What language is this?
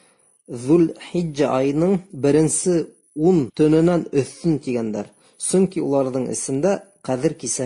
Bashkir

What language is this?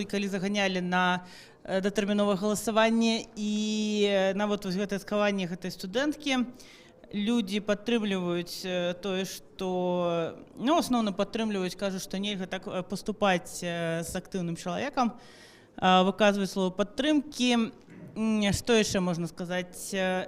Belarusian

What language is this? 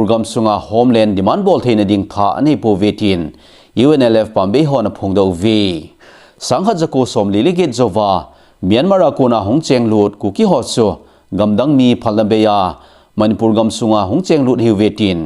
Thado Chin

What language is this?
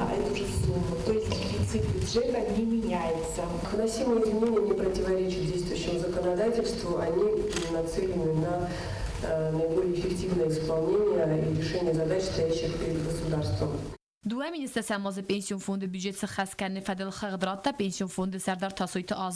Ossetic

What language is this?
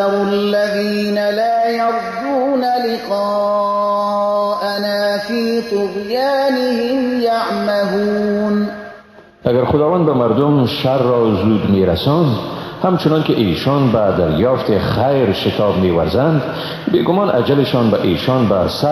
Persian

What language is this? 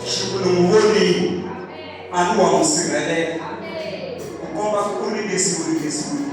Tsonga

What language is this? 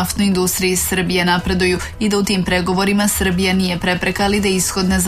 Serbian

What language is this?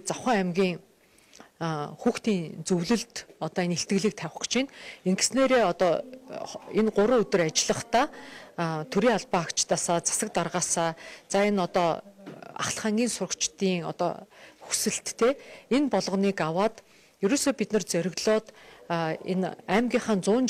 Mongolian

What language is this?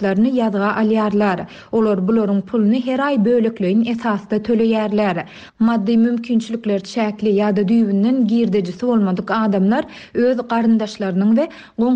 Turkmen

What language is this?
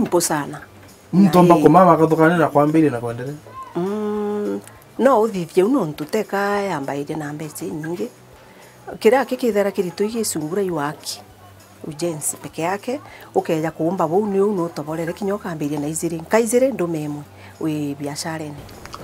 Meru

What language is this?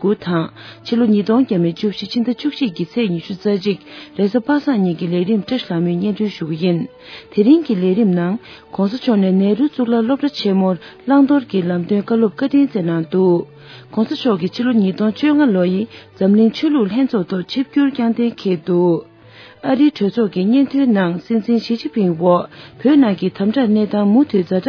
Tibetan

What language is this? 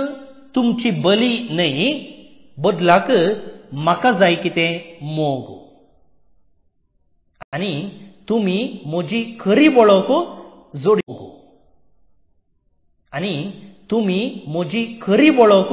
Konkani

